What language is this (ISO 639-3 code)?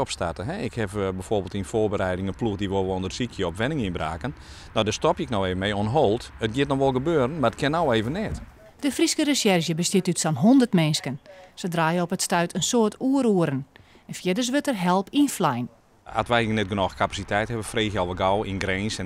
fry